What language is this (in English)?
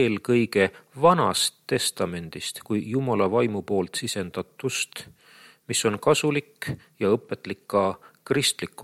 Estonian